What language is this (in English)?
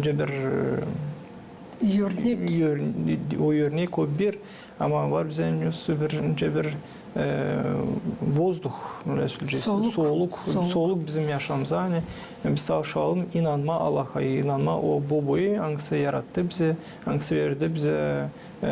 Gagauz